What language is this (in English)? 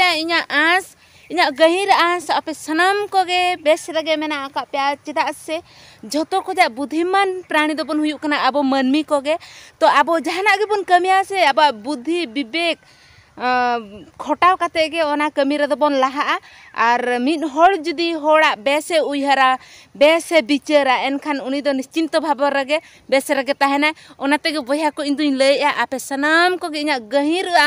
Santali